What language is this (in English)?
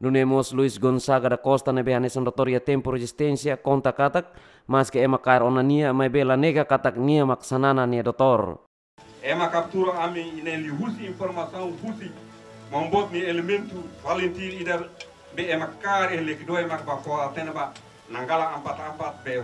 Tetum